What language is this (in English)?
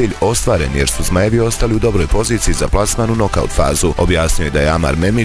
Bosnian